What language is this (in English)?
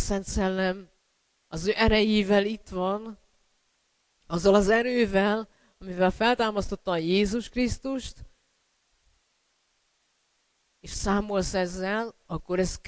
Hungarian